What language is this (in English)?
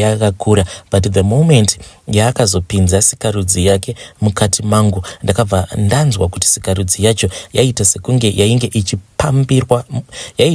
Shona